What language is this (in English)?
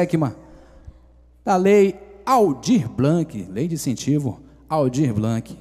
Portuguese